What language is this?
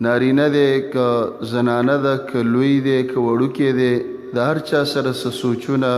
Pashto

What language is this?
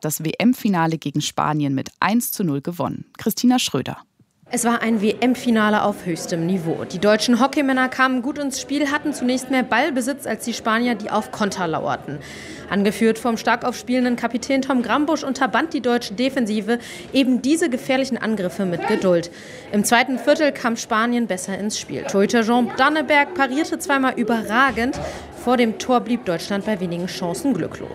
German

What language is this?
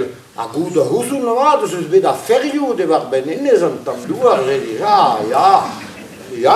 Breton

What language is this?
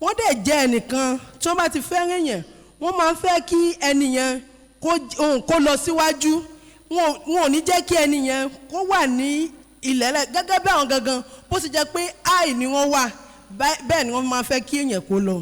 Yoruba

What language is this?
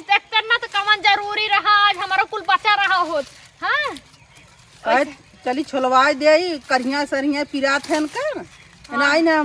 Awadhi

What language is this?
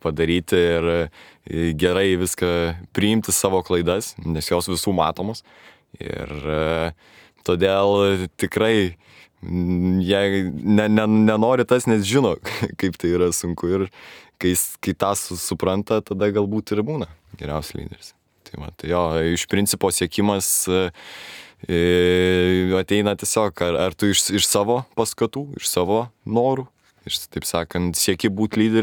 Lithuanian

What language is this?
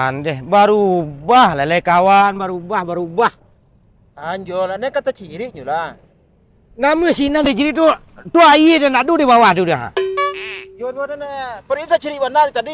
Minangkabau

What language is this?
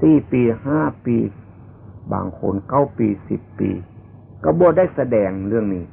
Northeastern Thai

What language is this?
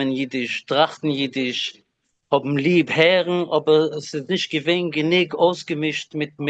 Yiddish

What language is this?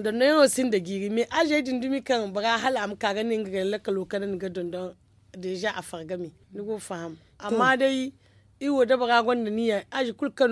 Zarma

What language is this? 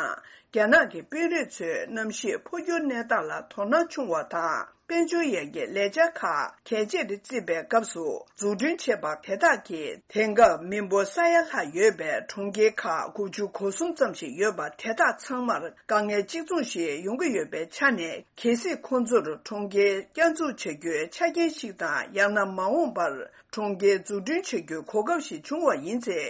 Tibetan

